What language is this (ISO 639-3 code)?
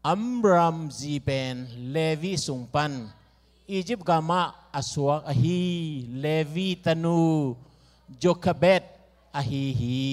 ctd